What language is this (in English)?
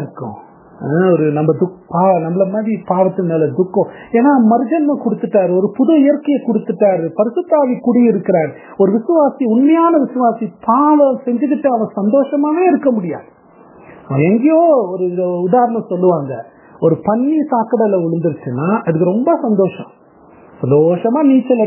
Tamil